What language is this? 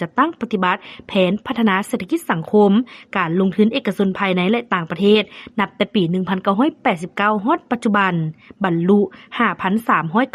Lao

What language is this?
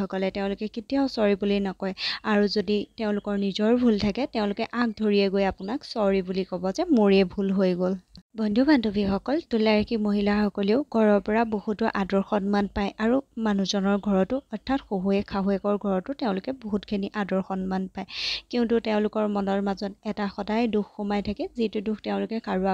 Assamese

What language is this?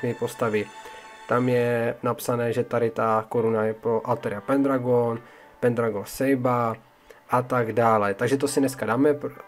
Czech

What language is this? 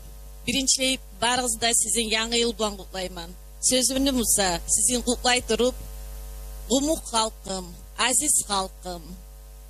Kumyk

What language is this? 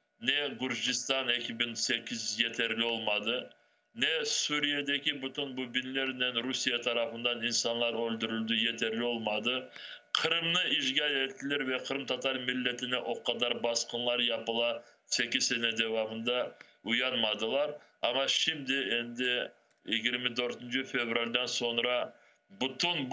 Crimean Tatar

